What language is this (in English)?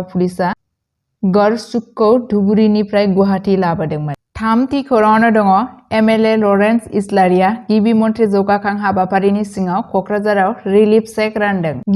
Bodo